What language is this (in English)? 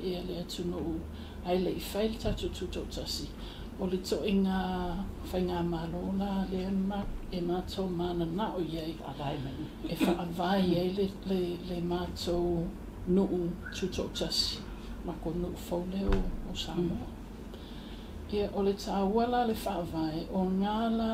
Samoan